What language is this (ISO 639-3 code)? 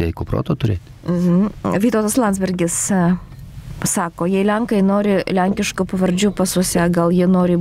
lit